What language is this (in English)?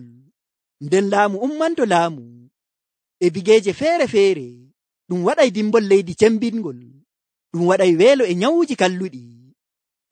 Nigerian Fulfulde